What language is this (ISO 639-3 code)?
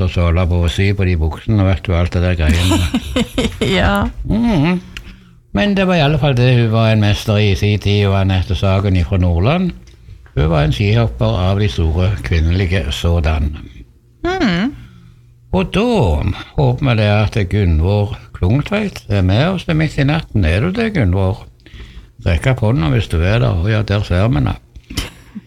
nor